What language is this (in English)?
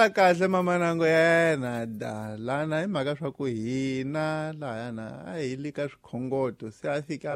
Tsonga